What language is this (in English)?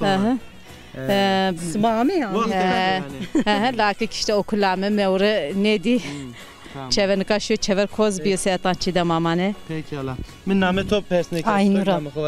Zaza